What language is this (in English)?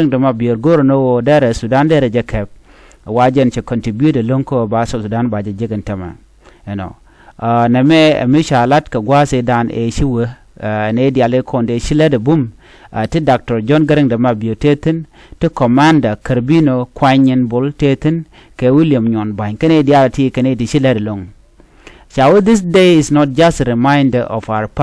Nuer